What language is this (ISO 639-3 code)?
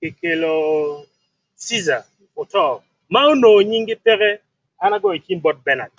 ach